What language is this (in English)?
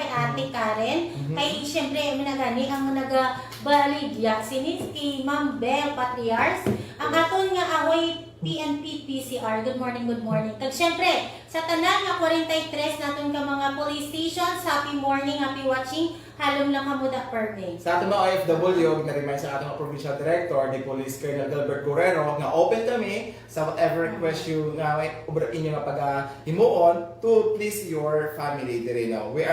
Hiligaynon